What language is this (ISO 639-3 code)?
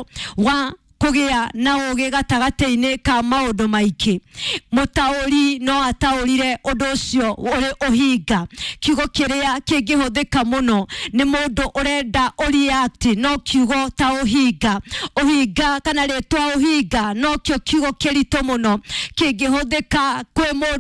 kik